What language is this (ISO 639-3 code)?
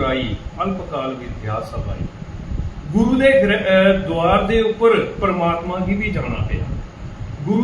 doi